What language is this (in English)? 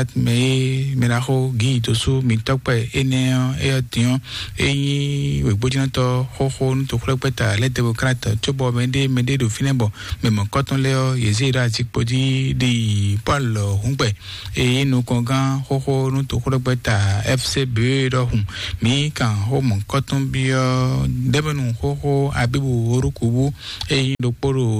Fon